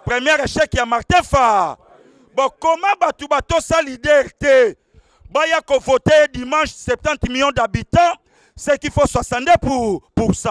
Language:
Lingala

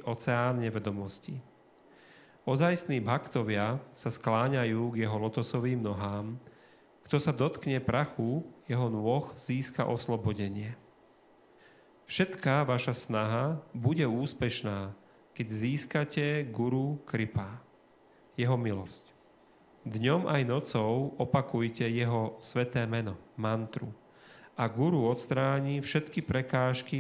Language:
Slovak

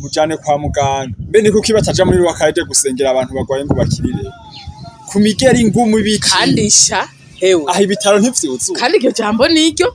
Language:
Rundi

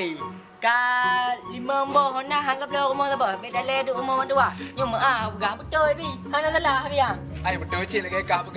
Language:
Achinese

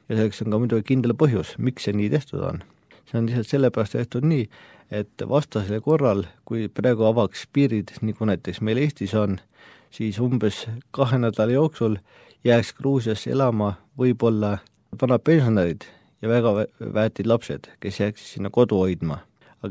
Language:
Estonian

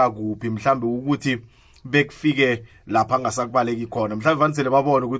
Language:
South Ndebele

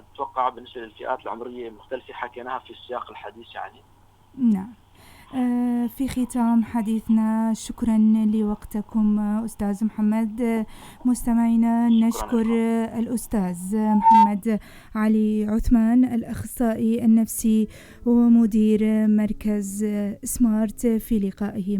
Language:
North Levantine Arabic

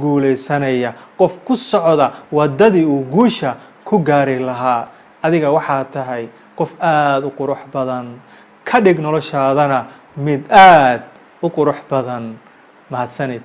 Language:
Somali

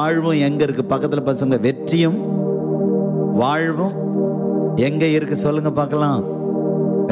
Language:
Tamil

